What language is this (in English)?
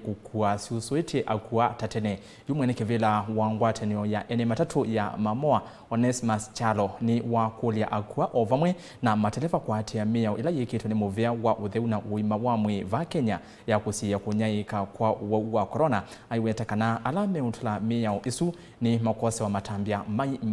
Kamba